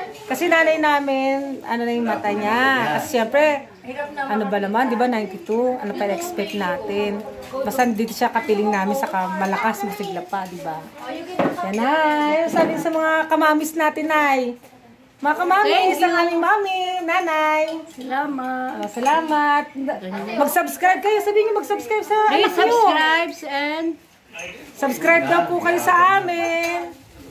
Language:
Filipino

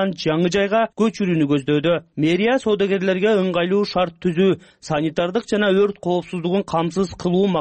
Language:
Kyrgyz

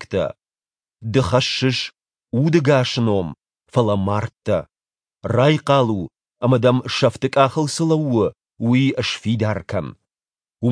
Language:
Ossetic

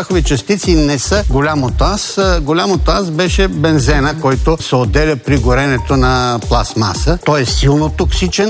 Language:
Bulgarian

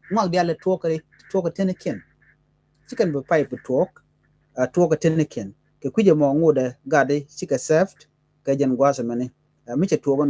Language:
Nuer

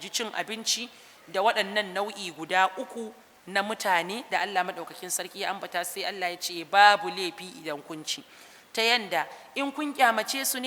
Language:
Hausa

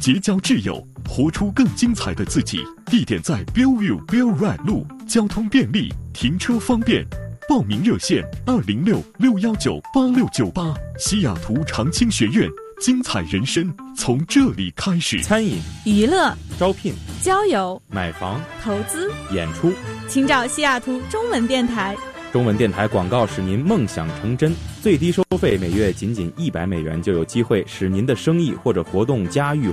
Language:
Chinese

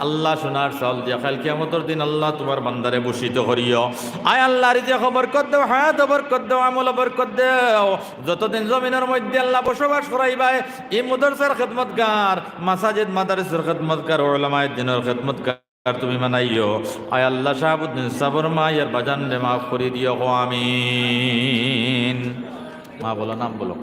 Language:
Sylheti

